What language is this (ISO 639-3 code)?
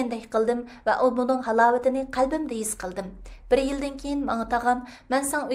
uig